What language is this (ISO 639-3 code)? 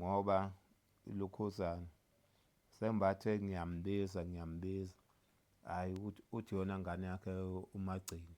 zul